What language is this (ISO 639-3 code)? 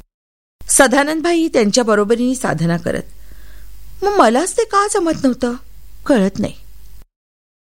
mar